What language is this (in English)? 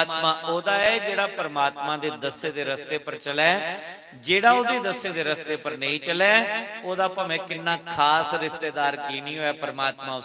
Dogri